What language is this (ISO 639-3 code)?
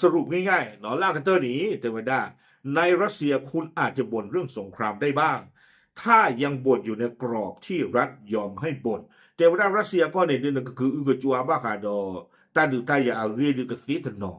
ksw